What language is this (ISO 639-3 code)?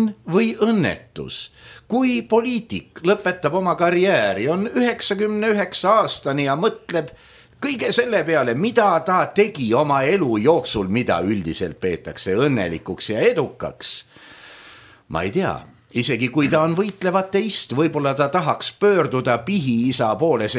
est